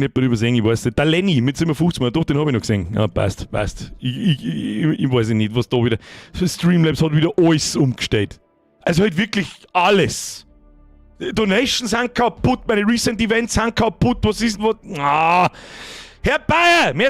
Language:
Bavarian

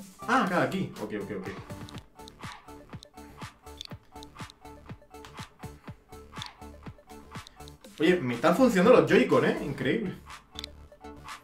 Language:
Spanish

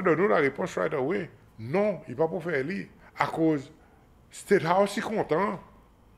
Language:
Seselwa Creole French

